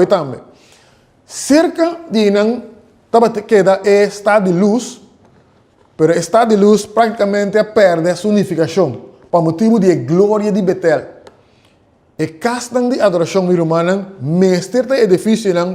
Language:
Papiamento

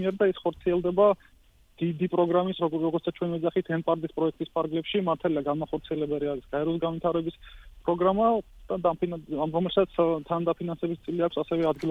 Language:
Georgian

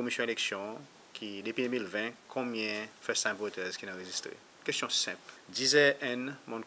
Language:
Seselwa Creole French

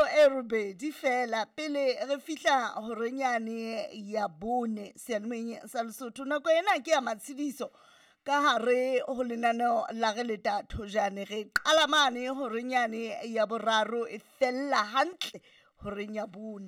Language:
Southern Sotho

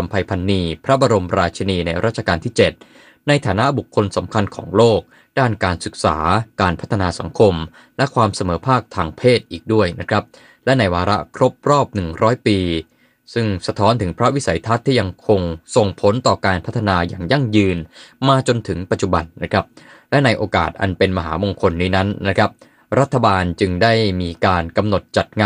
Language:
Thai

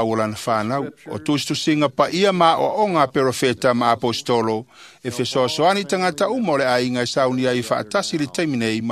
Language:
Samoan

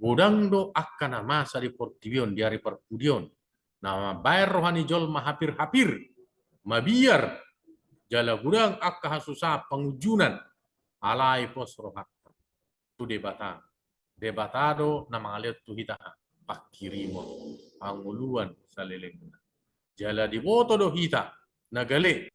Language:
Batak Toba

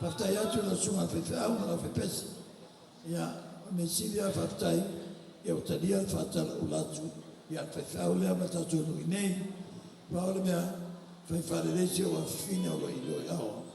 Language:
Samoan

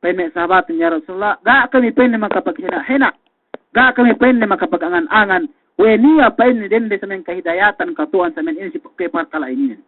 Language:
Yakan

